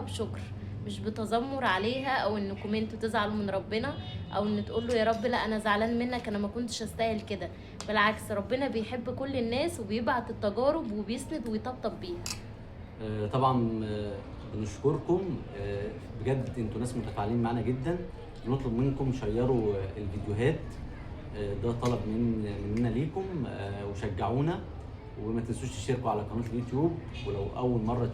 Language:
Egyptian Arabic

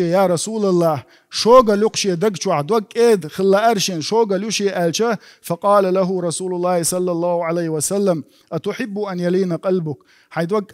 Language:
Chechen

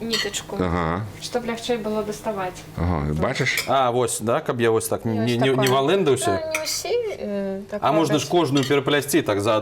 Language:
Belarusian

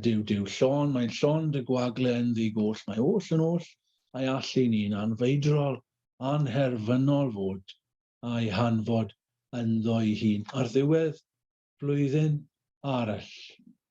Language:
Welsh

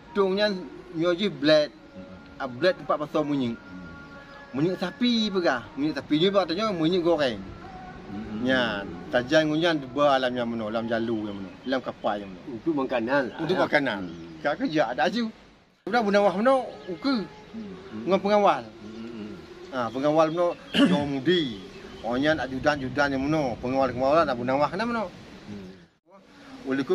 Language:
Achinese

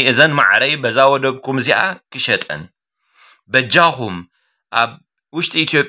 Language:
Tigrinya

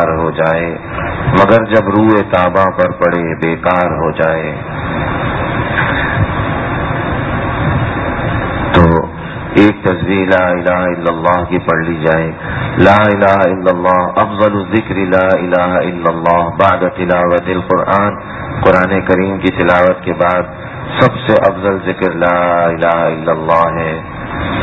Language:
Urdu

